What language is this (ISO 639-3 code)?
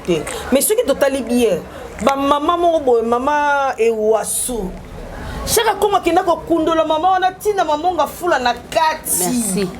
lin